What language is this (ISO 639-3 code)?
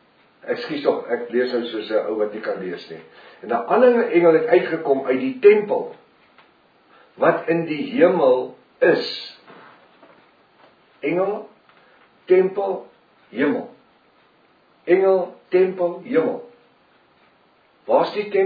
afr